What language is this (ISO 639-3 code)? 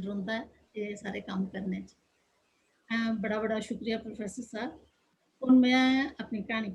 doi